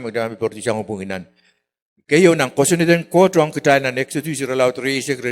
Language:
Pohnpeian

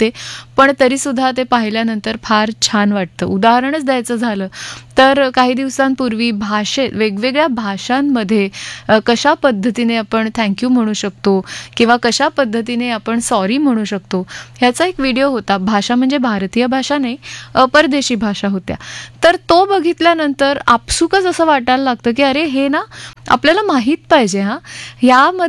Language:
Marathi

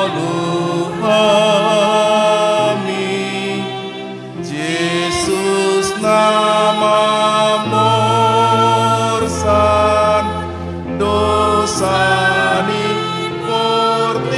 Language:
Batak Toba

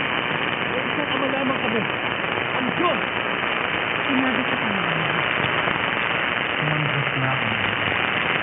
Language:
Filipino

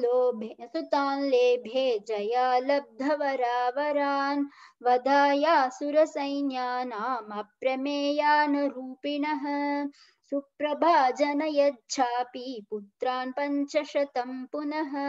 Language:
Sanskrit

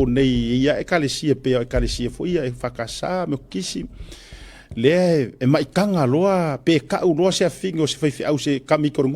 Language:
Samoan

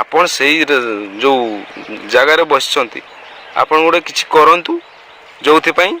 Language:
Odia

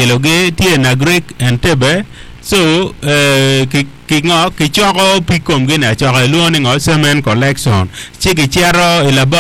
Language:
Acoli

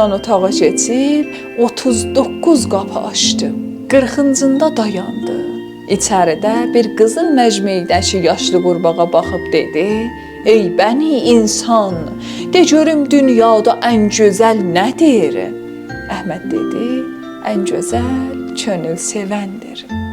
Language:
South Azerbaijani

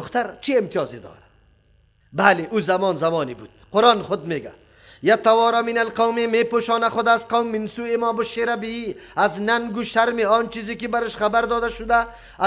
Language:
Persian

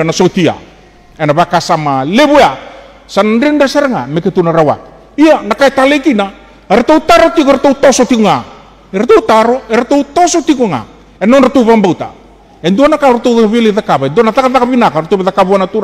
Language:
Fijian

